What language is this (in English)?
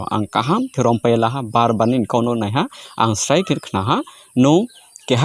Riang (India)